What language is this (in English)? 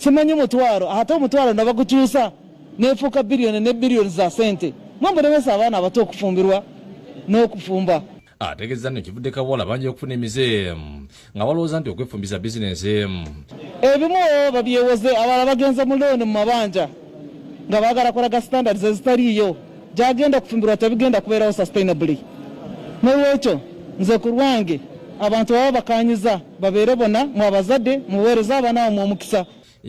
Ganda